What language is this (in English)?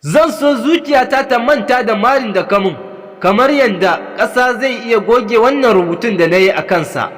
Hausa